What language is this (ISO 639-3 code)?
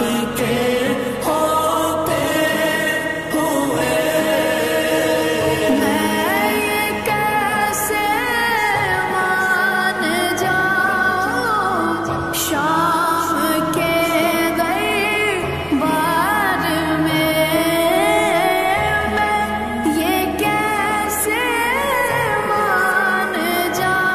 urd